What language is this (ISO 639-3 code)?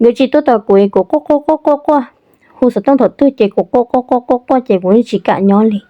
hmn